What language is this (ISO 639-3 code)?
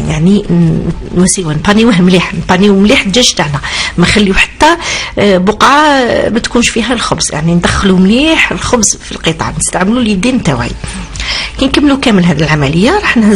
arq